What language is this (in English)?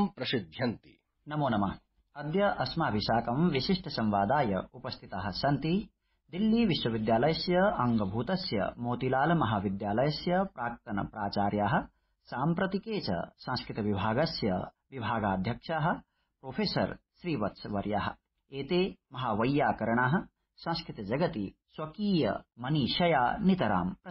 Sanskrit